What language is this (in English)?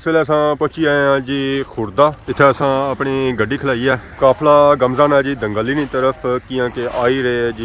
Pahari-Potwari